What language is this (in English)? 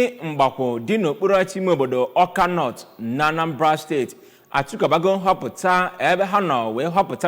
Igbo